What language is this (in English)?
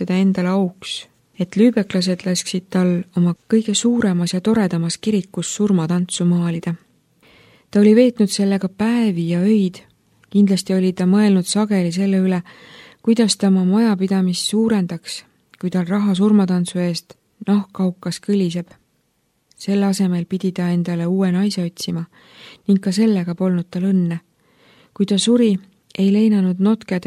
Estonian